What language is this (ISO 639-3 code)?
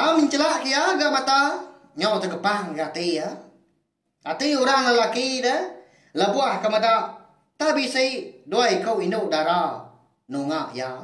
iba